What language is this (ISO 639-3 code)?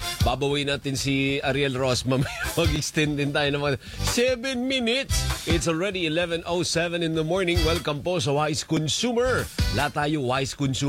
fil